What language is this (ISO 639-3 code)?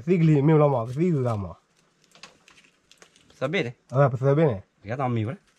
ksw